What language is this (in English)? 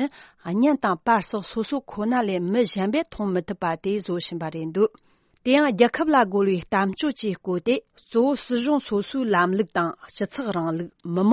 Tibetan